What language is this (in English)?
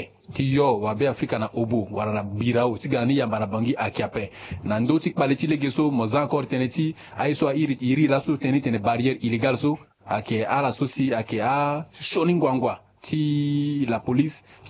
Sango